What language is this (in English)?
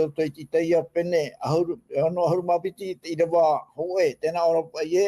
Tahitian